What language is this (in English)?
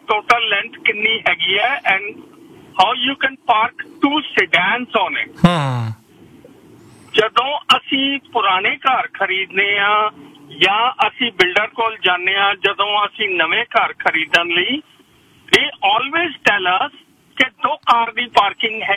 Punjabi